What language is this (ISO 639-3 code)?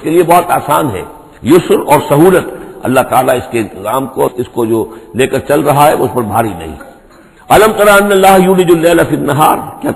urd